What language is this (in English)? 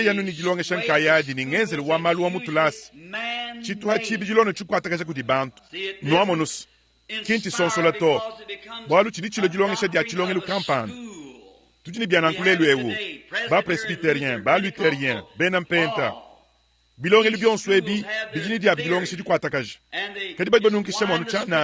Luba-Lulua